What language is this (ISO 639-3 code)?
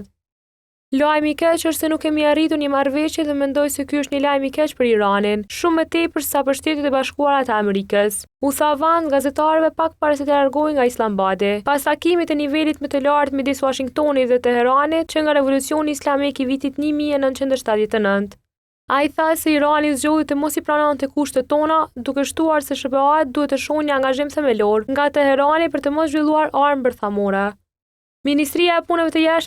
sqi